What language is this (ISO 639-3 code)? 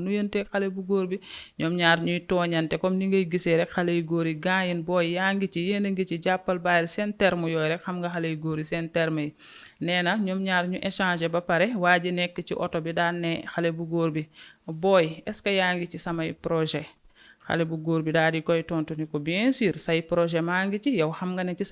wol